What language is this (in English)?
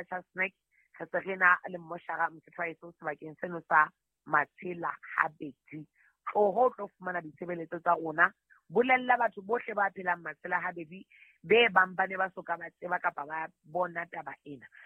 Southern Sotho